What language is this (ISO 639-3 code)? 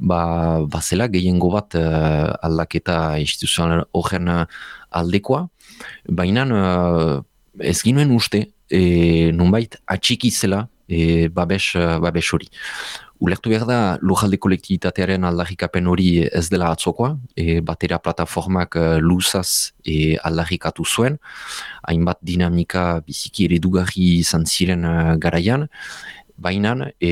eus